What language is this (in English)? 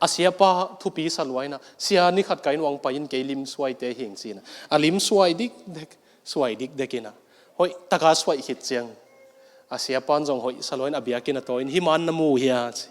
Tedim Chin